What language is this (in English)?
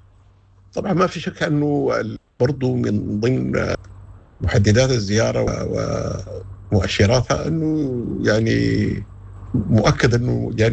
Sudanese Arabic